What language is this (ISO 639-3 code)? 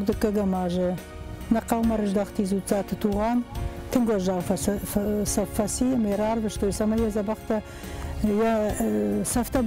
oss